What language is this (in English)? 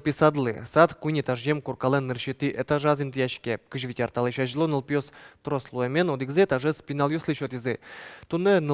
Udmurt